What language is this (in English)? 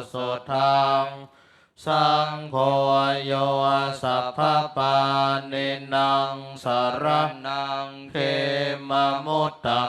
Pali